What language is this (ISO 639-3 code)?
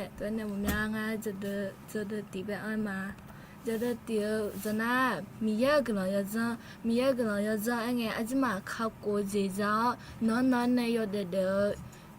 ahk